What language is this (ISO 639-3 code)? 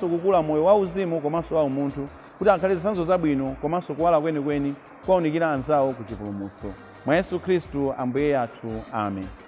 nya